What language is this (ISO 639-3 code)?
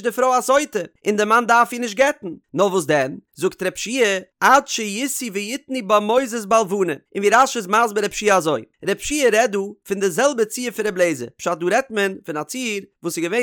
yid